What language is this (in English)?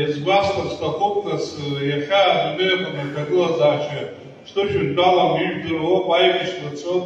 Abkhazian